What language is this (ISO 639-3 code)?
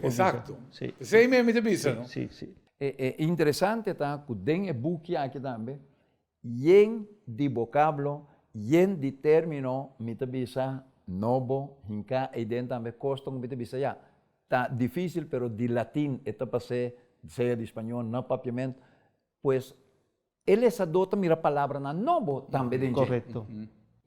pap